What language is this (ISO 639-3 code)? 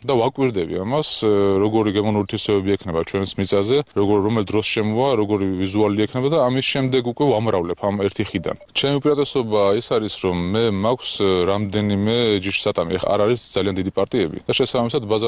kat